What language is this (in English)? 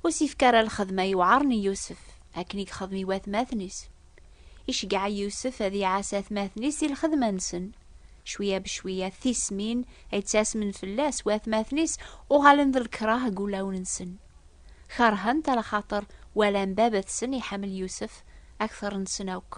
Kabyle